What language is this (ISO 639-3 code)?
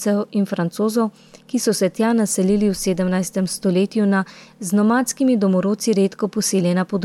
slv